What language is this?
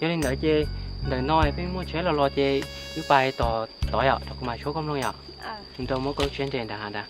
Hmong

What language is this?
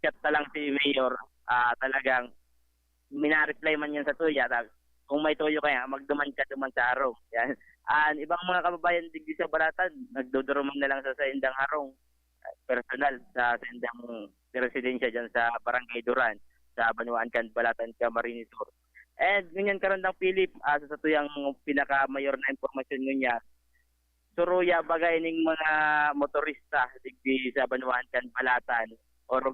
Bikol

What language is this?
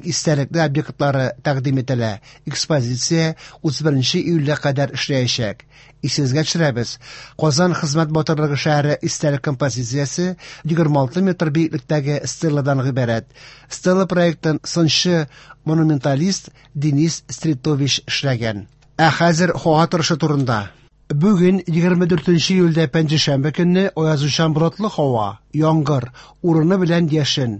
Tatar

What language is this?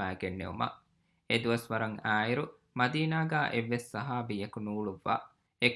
Divehi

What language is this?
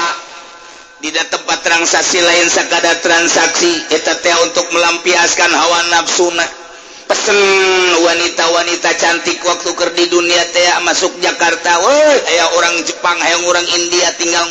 Sundanese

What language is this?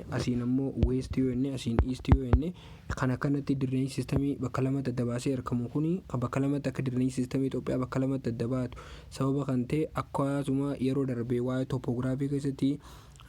Oromo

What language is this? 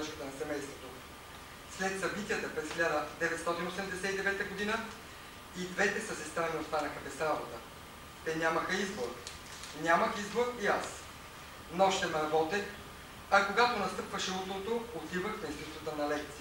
Bulgarian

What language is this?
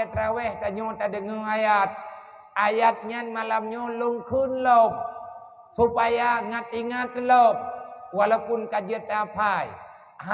Achinese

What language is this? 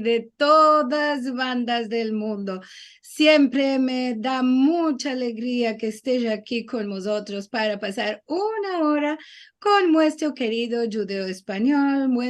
Ladino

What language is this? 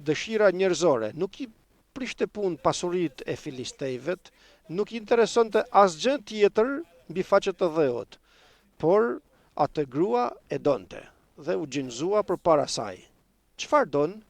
Albanian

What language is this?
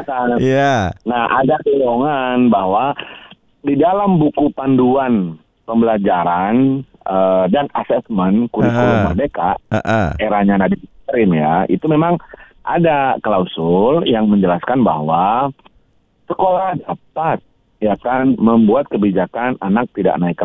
Indonesian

